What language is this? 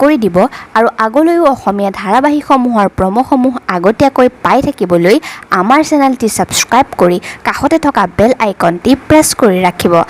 Assamese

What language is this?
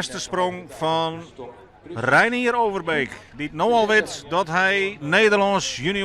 Western Frisian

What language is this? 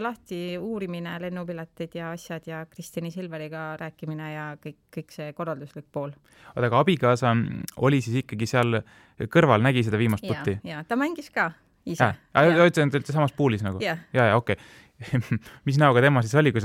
Estonian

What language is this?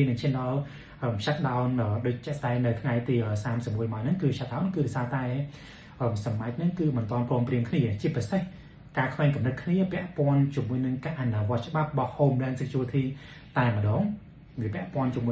Khmer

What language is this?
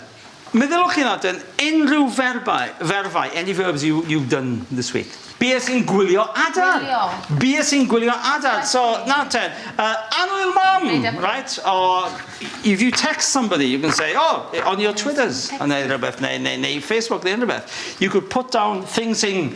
Welsh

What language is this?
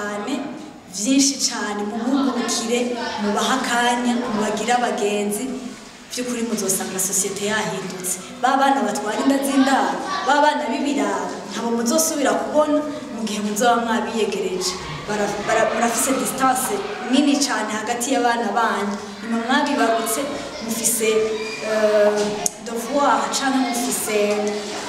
Rundi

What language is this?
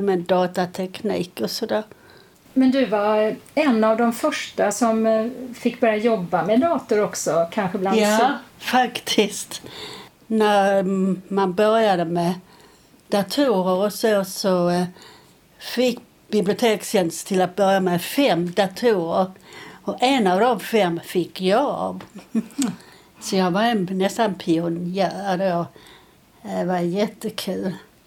Swedish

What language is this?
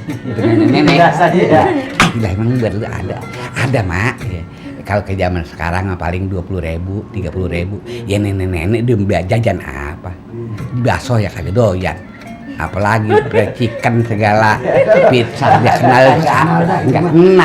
Betawi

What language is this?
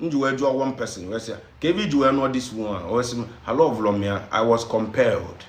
Igbo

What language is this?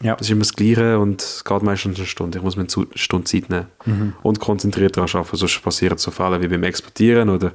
Swiss German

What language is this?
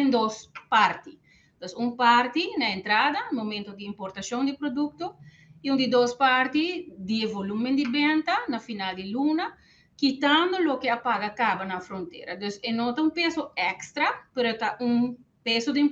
Papiamento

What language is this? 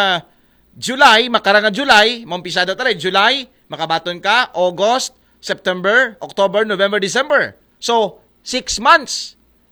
Aklanon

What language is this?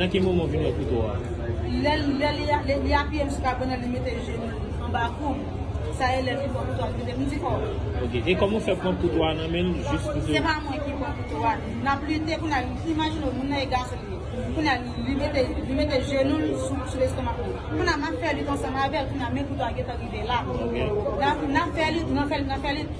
Haitian Creole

